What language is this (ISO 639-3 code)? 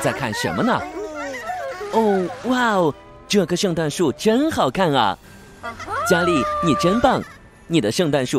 zho